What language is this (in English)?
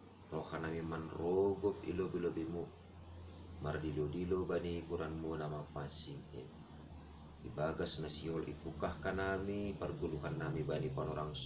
Batak Simalungun